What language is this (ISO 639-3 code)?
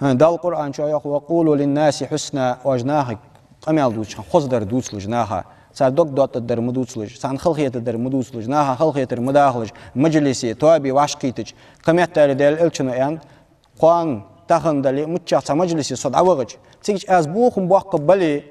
inh